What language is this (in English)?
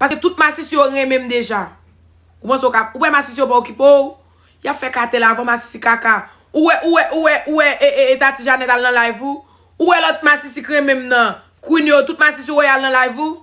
Haitian Creole